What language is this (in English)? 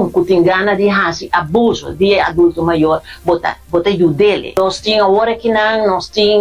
Papiamento